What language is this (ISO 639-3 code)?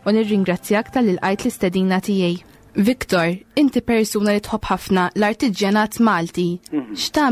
mlt